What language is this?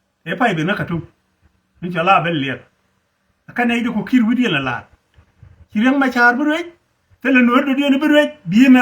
Nuer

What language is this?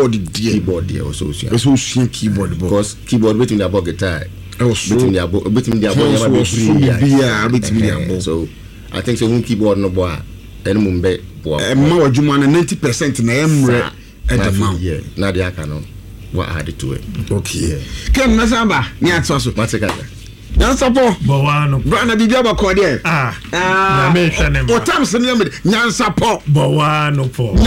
Akan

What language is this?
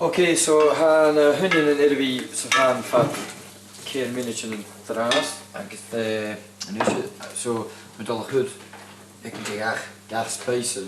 Scottish Gaelic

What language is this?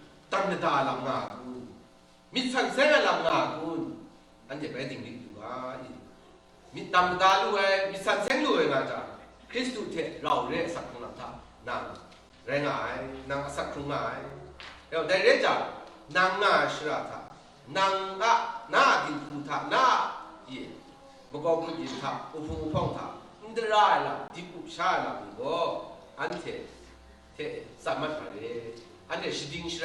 Kachin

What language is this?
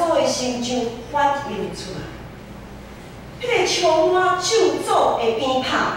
Min Nan Chinese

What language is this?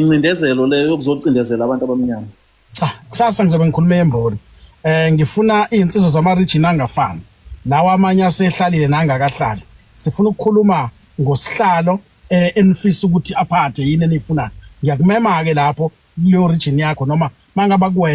Zulu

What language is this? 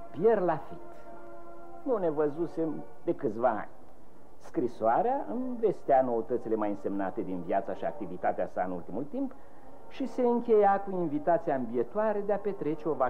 Romanian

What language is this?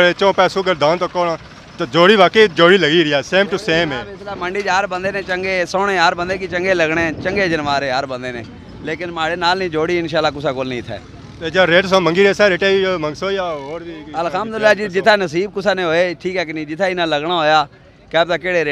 Pahari-Potwari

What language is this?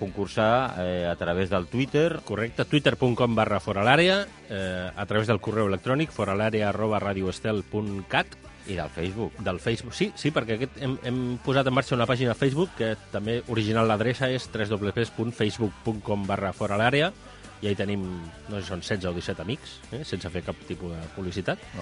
Catalan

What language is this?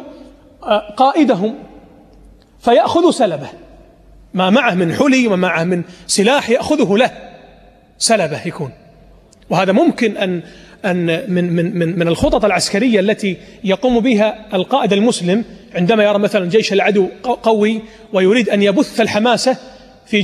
Arabic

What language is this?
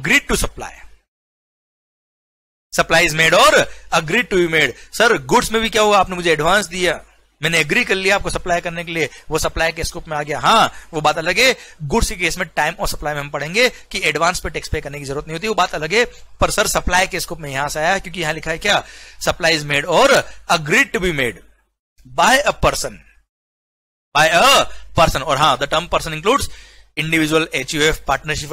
Hindi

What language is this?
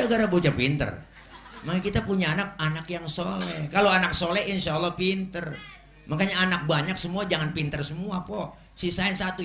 Betawi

